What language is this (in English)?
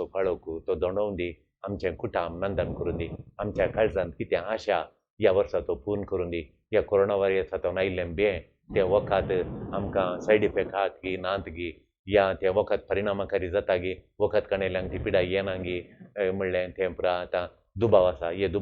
Konkani